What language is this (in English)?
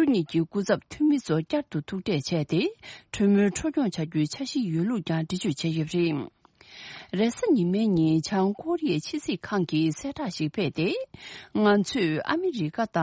Tibetan